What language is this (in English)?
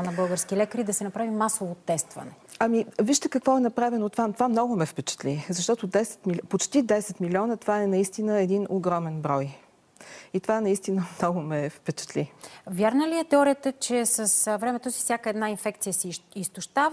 Bulgarian